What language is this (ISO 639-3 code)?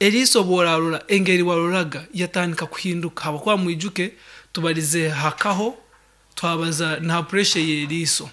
nyn